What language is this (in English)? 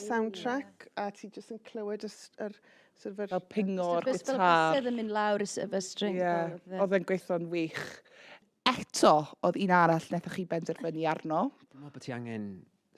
Welsh